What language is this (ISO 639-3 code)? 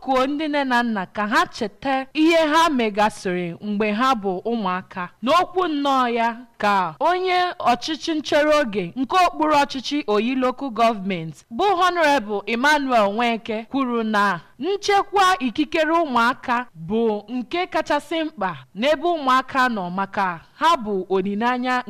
ibo